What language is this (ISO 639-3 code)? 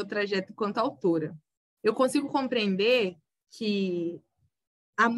por